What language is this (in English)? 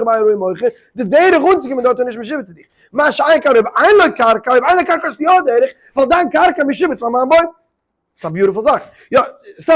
Yiddish